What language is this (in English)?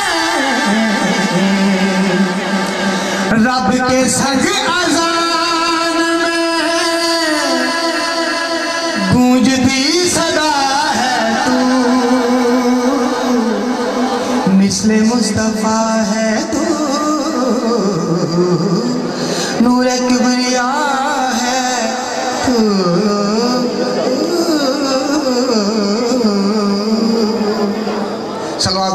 Urdu